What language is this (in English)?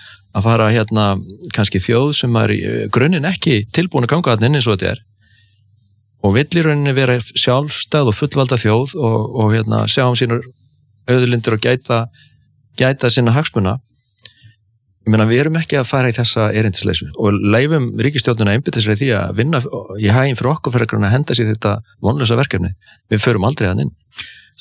Icelandic